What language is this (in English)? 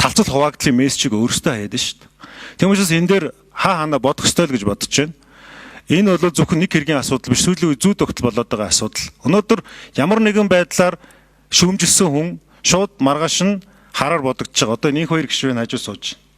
Mongolian